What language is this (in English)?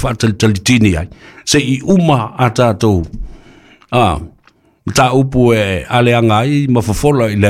Samoan